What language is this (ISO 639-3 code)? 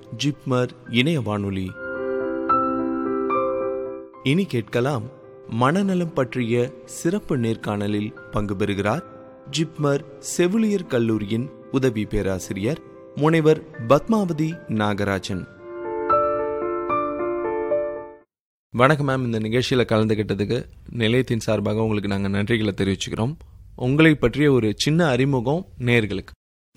tam